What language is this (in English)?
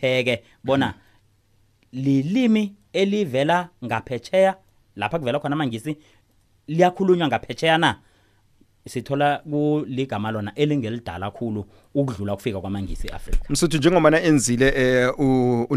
South Ndebele